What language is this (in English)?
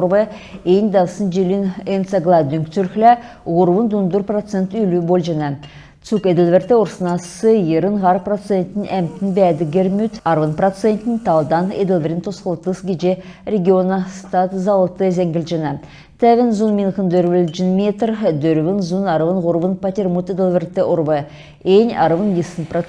Kalmyk